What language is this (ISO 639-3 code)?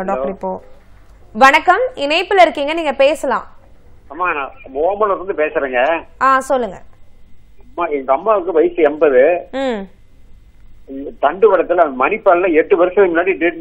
tam